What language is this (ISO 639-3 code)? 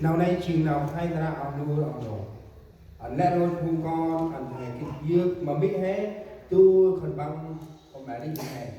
cmo